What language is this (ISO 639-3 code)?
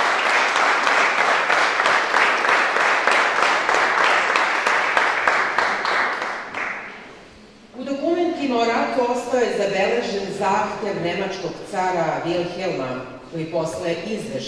srp